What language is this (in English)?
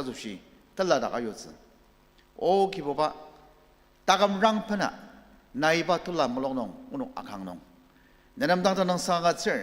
Ao Naga